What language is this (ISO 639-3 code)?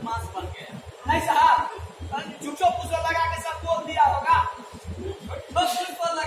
mai